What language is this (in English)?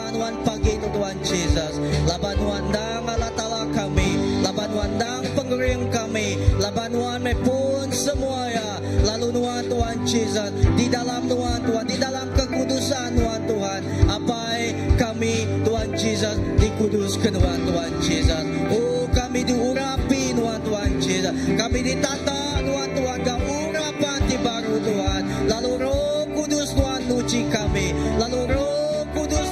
Iban